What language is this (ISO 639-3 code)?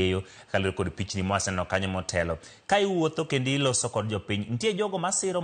luo